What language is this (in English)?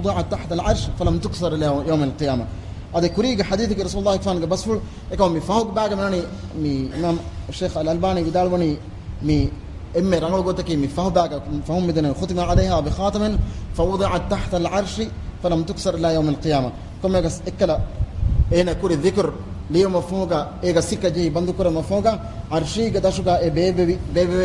Divehi